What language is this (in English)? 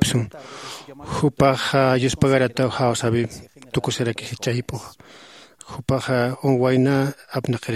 Aymara